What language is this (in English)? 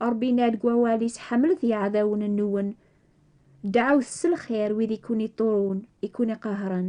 Kabyle